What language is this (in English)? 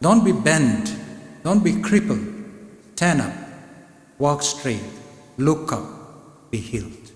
Tangkhul Naga (India)